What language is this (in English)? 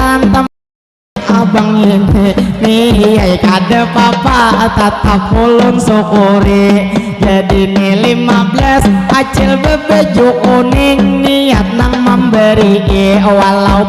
Banjar